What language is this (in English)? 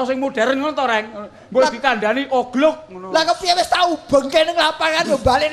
Javanese